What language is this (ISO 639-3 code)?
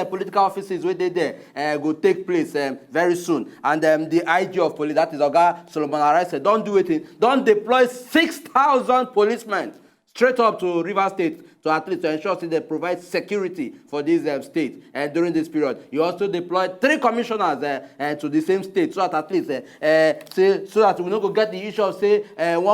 pcm